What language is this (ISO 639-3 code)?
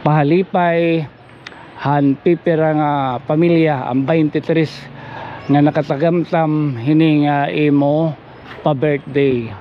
war